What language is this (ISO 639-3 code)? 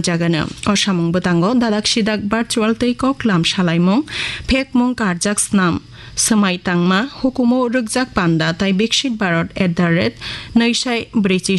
trp